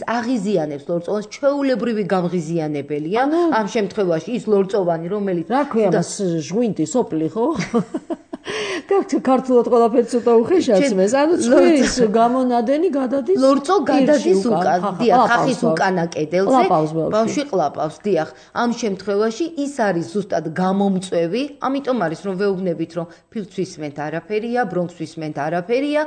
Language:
Georgian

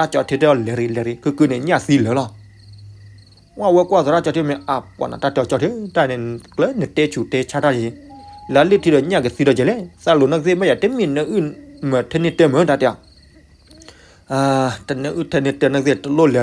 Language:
S'gaw Karen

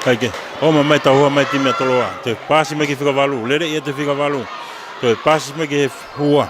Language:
Tongan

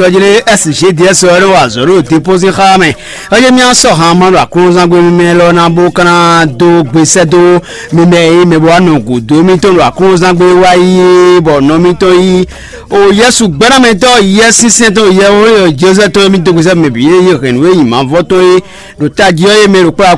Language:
Fon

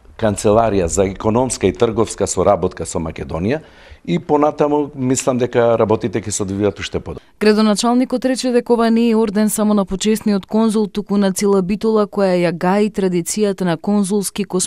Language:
Macedonian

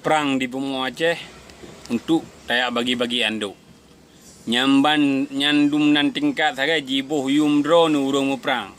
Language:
Achinese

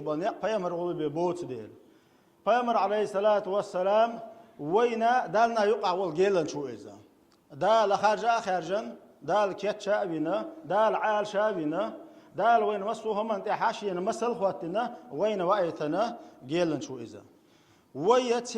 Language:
Chechen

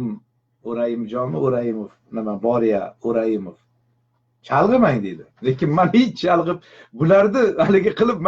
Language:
Uzbek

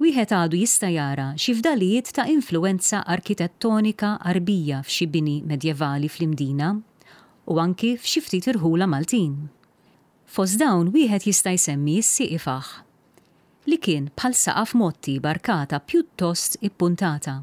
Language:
Maltese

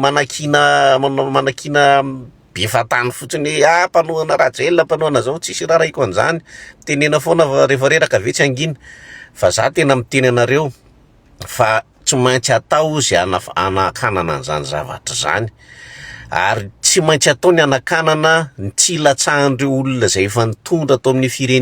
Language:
Malagasy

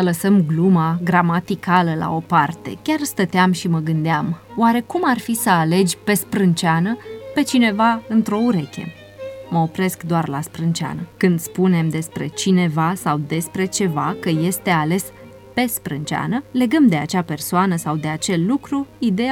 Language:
Romanian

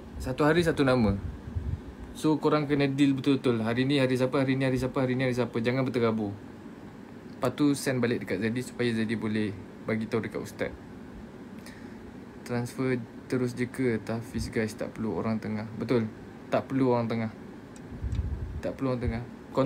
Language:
Malay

